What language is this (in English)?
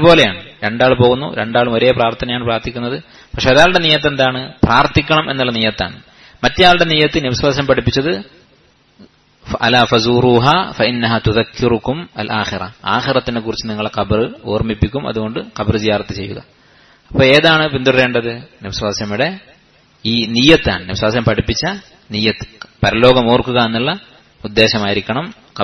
Malayalam